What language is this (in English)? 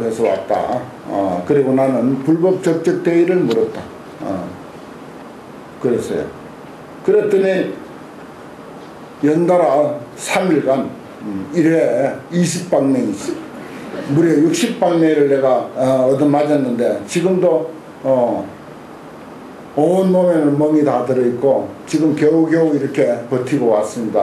Korean